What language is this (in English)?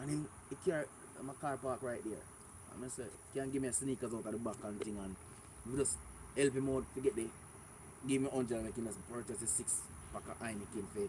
Jamaican Creole English